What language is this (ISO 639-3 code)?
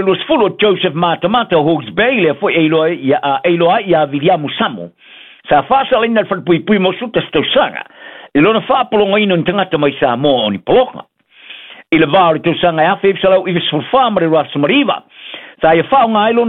smo